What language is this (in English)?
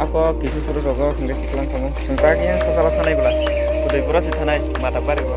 Kok Borok